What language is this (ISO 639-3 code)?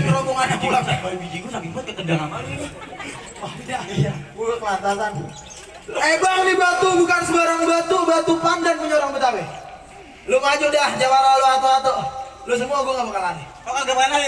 bew